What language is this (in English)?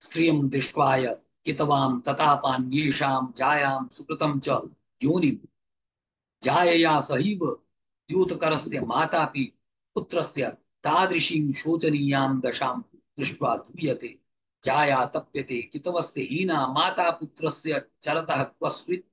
Sanskrit